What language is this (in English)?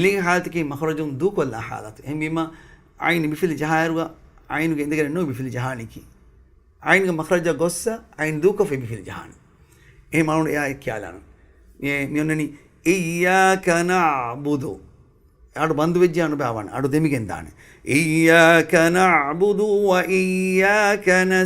Divehi